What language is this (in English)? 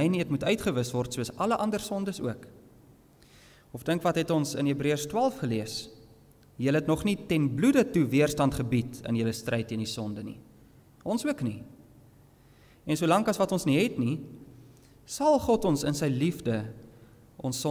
Afrikaans